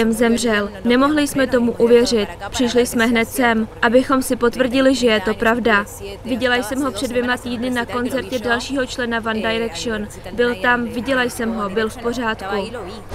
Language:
Czech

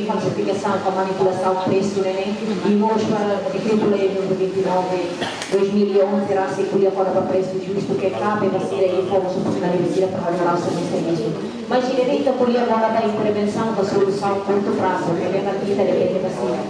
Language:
Tetum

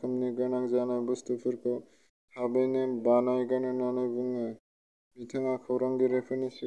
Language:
Bodo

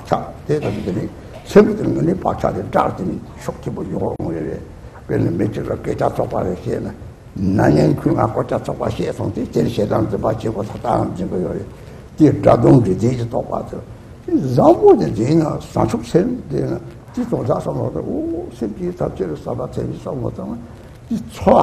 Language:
Chinese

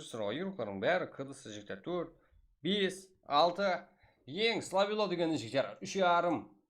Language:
Kara-Kalpak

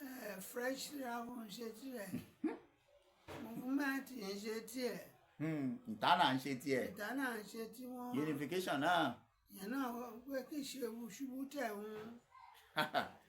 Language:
Yoruba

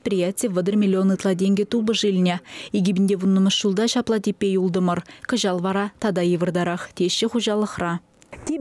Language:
Chuvash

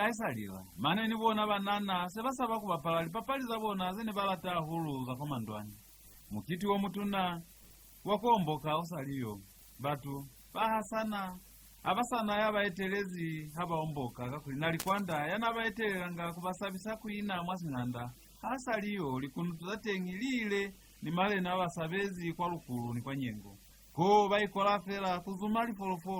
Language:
Lozi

